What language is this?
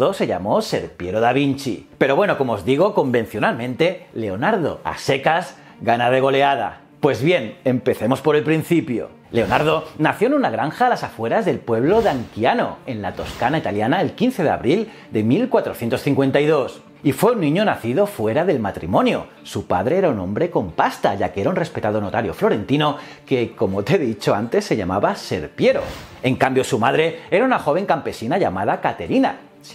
Spanish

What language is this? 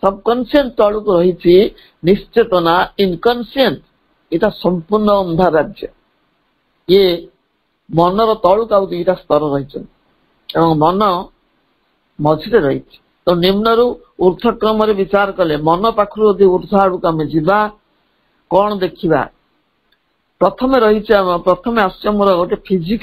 Odia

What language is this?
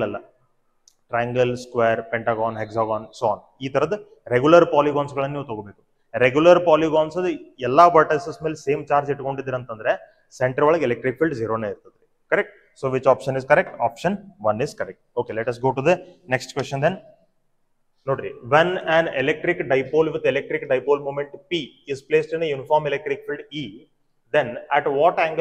Kannada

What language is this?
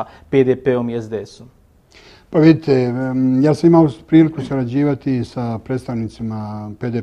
Bosnian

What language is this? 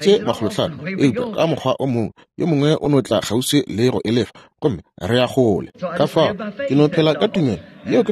Northern Sotho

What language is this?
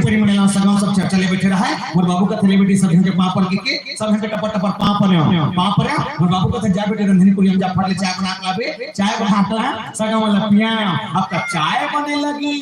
Chhattisgarhi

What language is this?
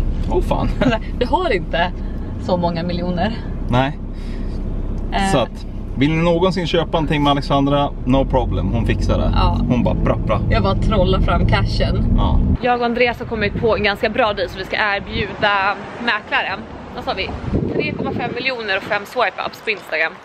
Swedish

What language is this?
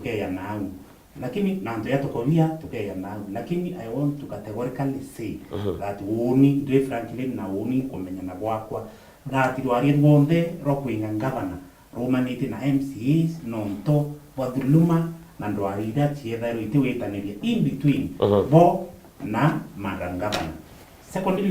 Meru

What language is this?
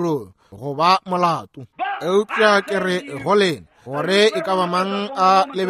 Northern Sotho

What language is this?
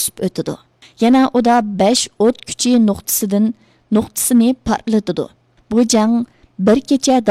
Uyghur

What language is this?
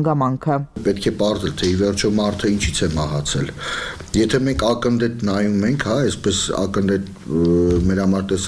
Armenian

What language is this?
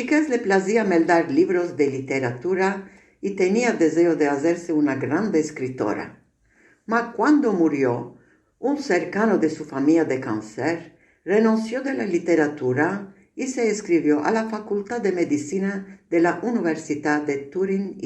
Ladino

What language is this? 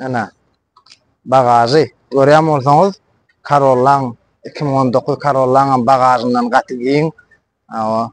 Turkmen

